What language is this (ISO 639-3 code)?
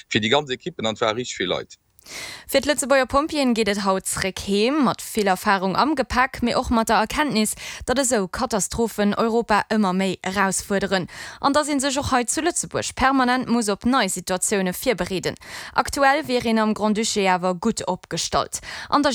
ltz